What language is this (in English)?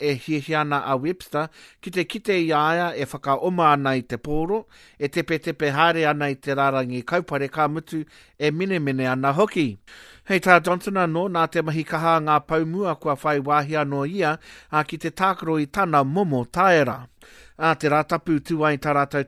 Māori